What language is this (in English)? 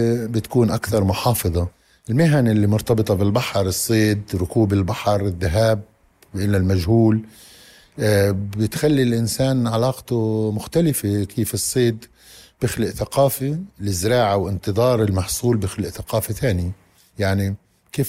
North Levantine Arabic